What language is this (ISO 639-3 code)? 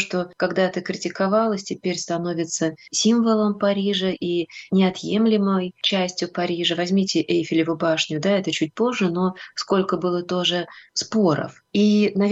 rus